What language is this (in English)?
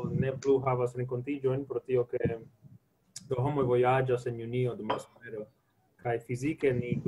Esperanto